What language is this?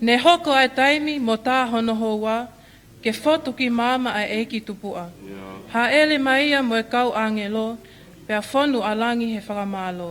Tongan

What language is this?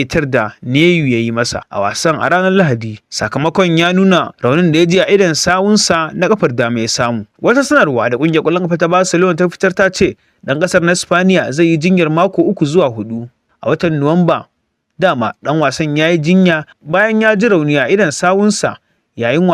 Hausa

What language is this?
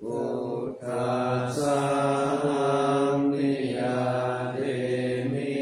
Pali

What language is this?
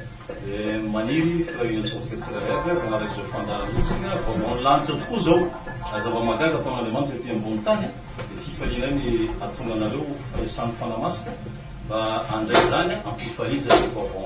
Malagasy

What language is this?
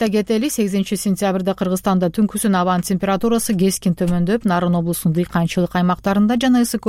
Kyrgyz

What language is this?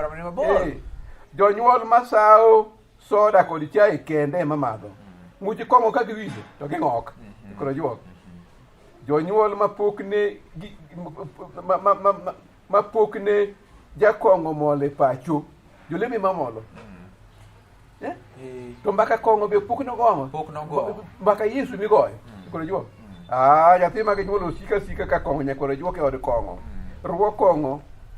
Luo (Kenya and Tanzania)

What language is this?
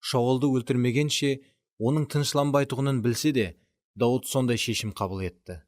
Kara-Kalpak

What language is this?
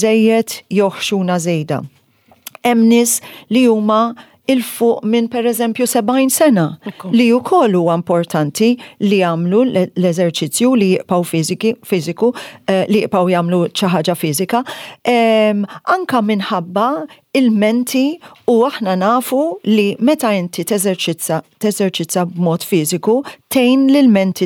Maltese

